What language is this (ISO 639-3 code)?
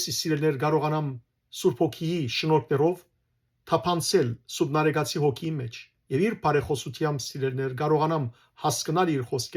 hyw